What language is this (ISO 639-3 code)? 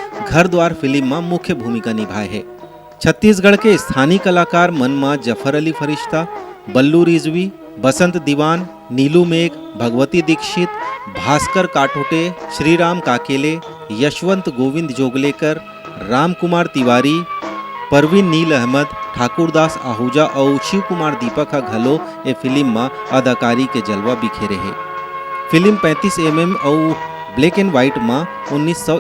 hne